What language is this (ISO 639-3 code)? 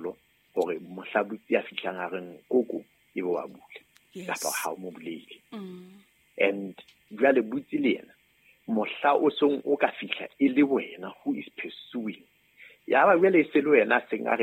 sot